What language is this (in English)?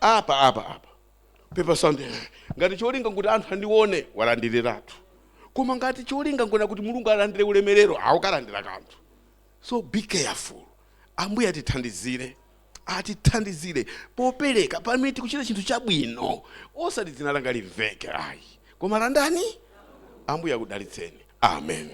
Nyanja